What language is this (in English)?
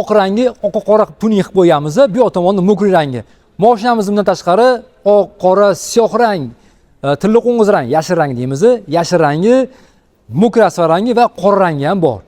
Uzbek